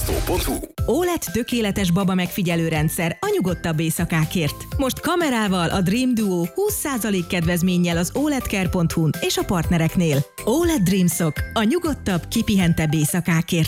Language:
Hungarian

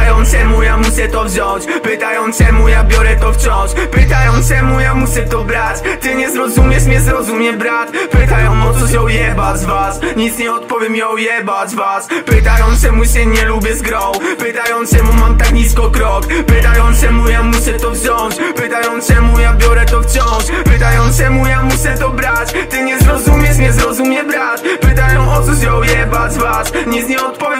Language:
Polish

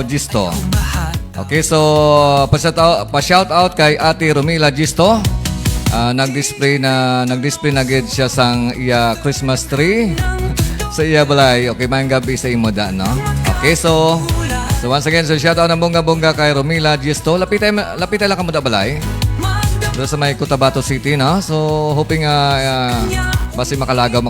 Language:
Hiligaynon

